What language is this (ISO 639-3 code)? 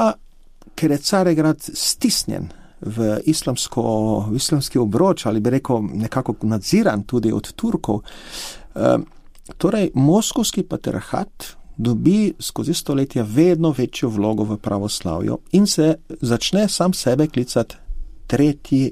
slv